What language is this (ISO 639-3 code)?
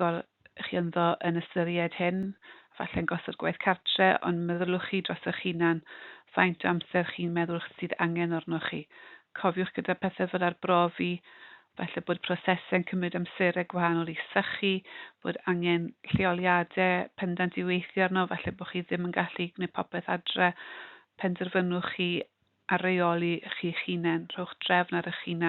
cym